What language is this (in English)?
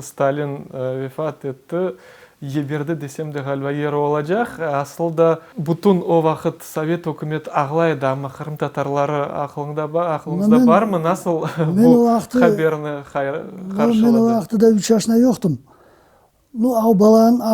Crimean Tatar